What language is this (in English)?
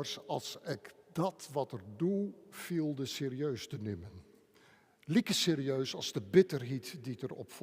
Western Frisian